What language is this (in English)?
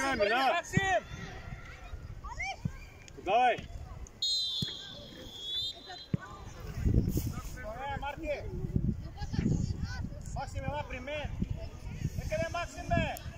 Bulgarian